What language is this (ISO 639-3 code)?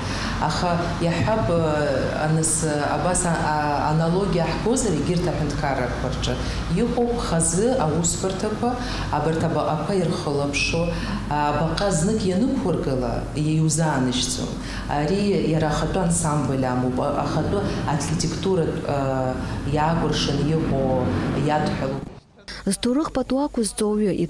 abk